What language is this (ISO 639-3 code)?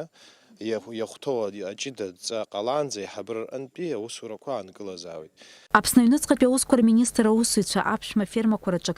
abk